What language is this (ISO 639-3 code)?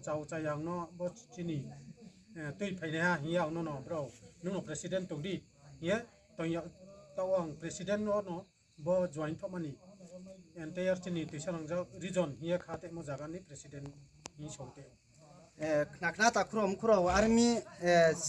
ria